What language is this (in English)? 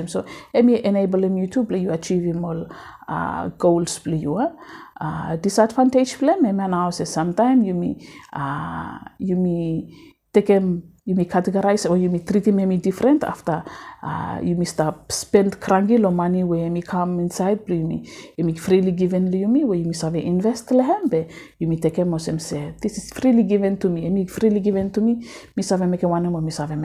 Bislama